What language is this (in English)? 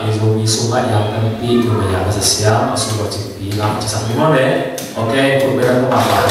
Tedim Chin